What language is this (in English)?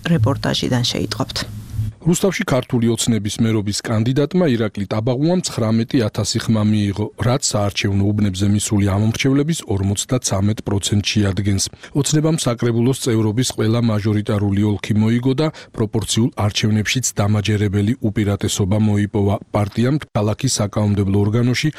Georgian